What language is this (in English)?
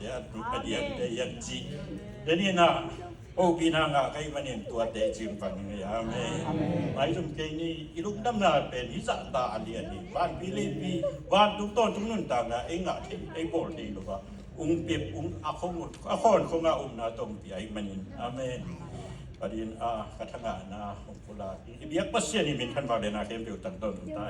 Tedim Chin